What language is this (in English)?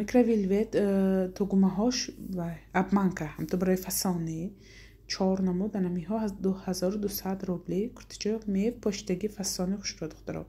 Tajik